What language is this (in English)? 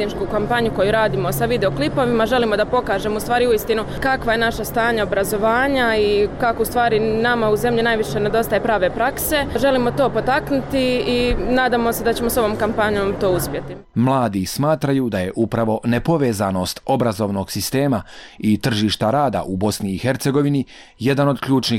Bosnian